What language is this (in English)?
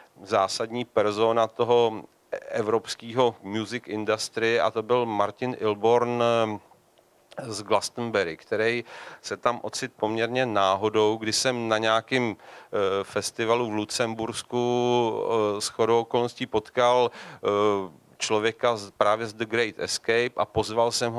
Czech